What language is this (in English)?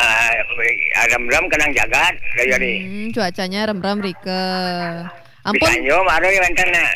Balinese